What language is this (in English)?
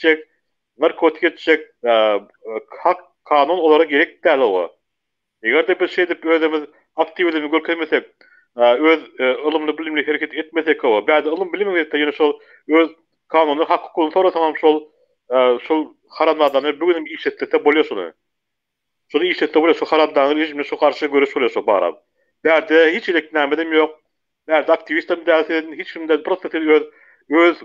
Turkmen